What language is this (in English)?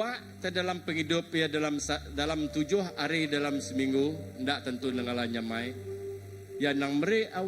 Iban